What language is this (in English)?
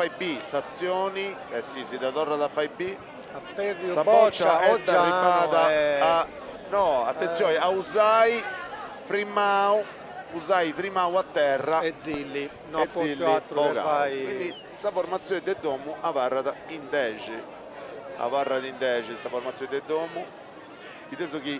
Sardinian